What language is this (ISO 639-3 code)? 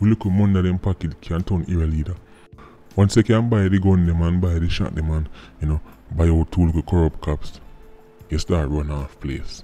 jam